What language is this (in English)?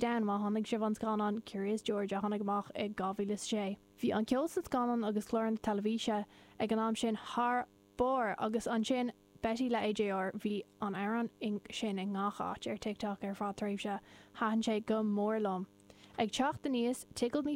Irish